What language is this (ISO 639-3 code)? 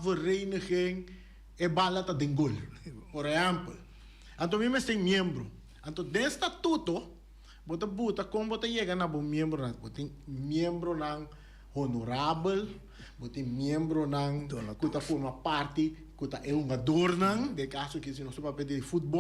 pap